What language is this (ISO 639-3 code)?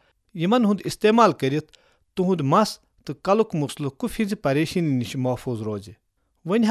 kas